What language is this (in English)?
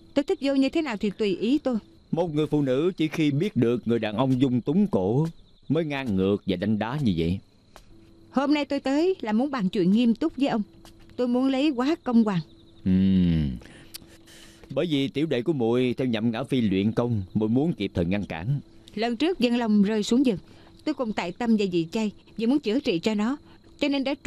Vietnamese